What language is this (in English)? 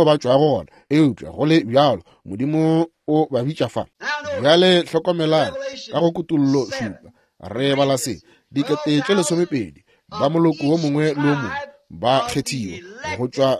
Northern Sotho